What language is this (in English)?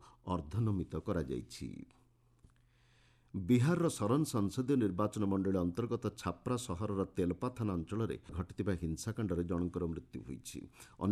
Odia